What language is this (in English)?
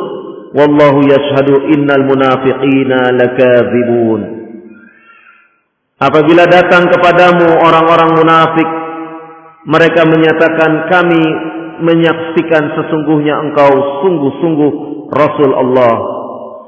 Indonesian